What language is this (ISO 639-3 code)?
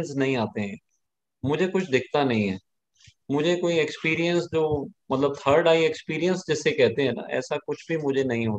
hin